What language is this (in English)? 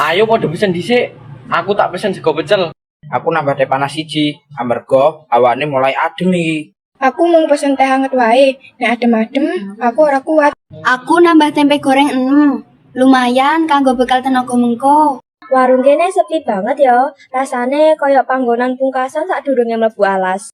Javanese